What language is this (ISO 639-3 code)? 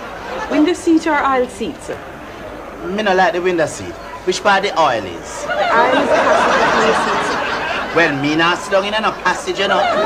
jam